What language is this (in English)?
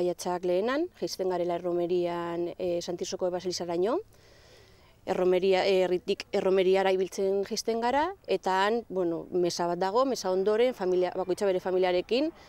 Basque